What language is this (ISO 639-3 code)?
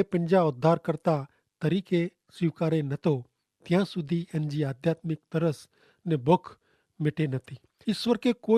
kfr